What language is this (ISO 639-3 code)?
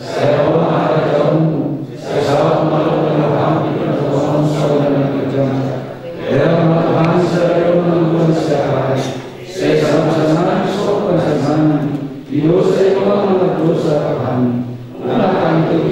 bbc